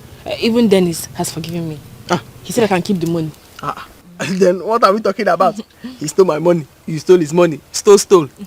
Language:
Nigerian Pidgin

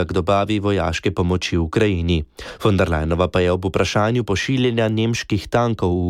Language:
Slovenian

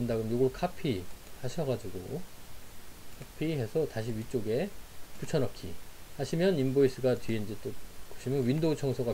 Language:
Korean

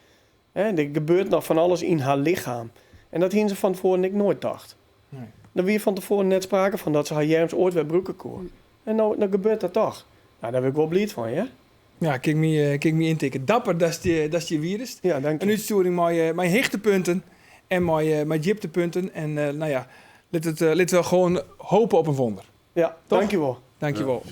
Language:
Western Frisian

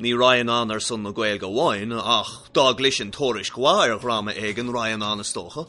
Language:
Irish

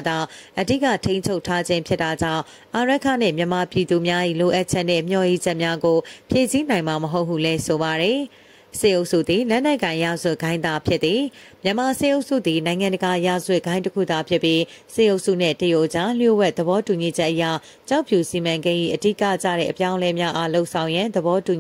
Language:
Burmese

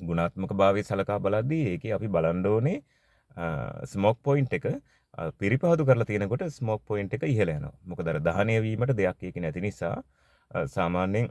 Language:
Sinhala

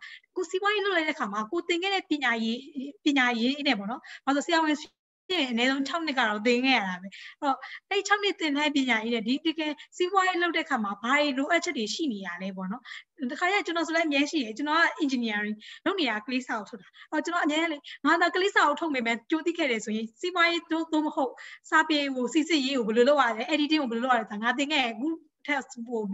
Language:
Burmese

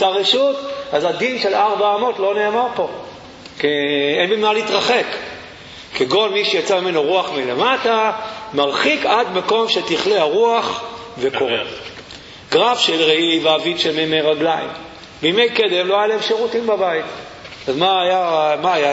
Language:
Hebrew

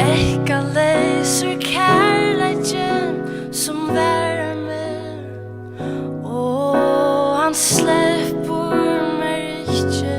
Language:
Faroese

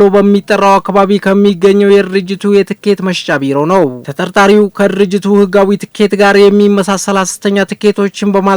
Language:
Amharic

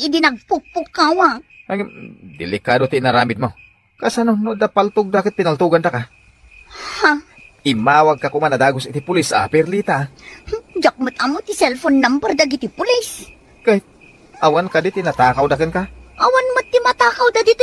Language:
Iloko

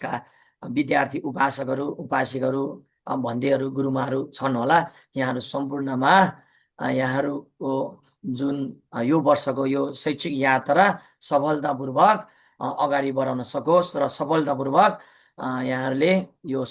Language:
Nepali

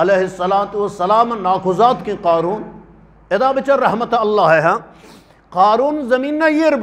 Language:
Eastern Balochi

